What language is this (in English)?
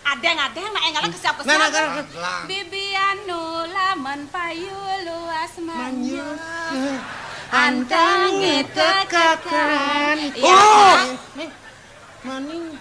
Balinese